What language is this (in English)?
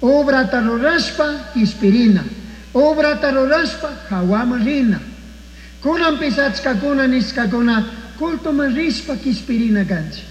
Chimborazo Highland Quichua